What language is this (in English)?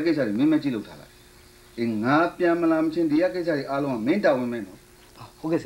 Burmese